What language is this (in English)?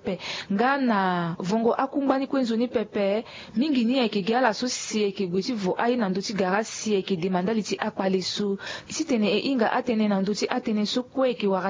Sango